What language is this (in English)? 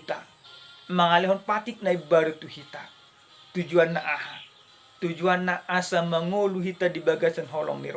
Batak Toba